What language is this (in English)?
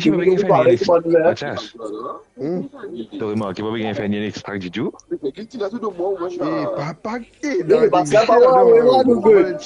Morisyen